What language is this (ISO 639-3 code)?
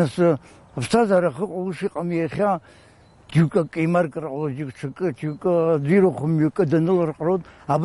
abk